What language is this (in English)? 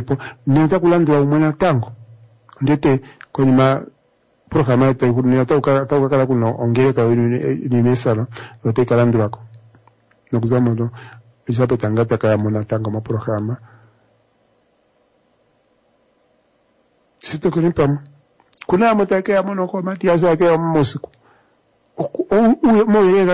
Swahili